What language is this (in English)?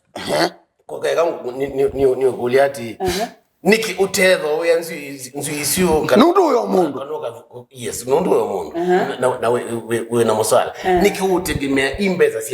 Kamba